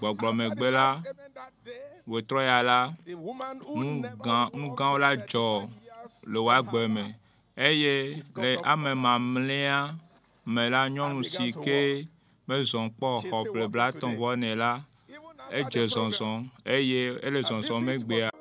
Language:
Ewe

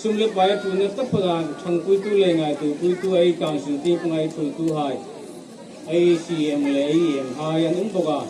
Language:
Hmar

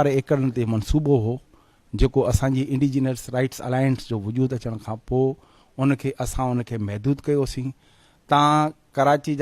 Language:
Sindhi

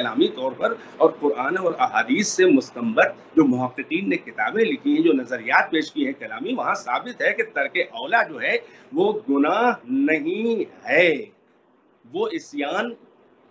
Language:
Urdu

